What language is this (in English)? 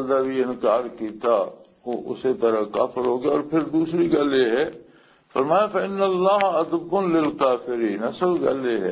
Western Panjabi